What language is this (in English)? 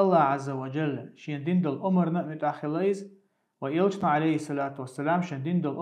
Chechen